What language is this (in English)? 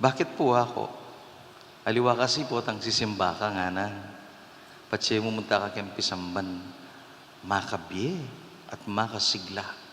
Pampanga